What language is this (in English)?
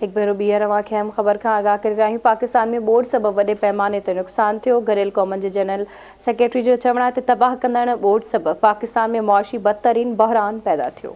Sindhi